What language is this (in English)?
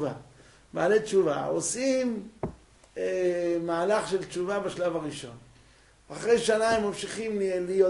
Hebrew